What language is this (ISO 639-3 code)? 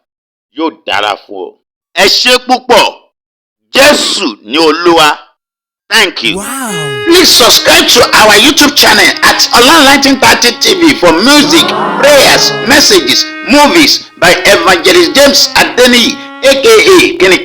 yor